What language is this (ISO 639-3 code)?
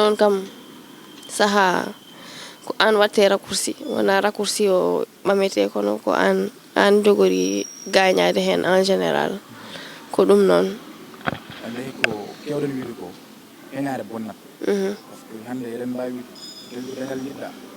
ful